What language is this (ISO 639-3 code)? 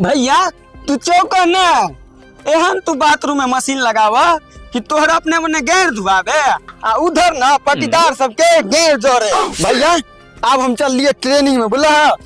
mai